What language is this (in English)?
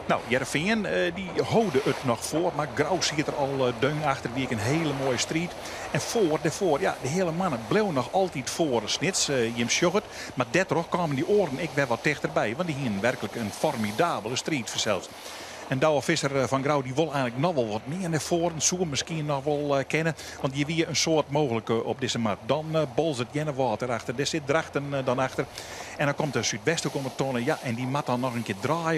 Western Frisian